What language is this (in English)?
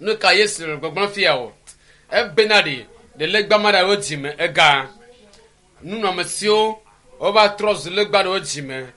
Ewe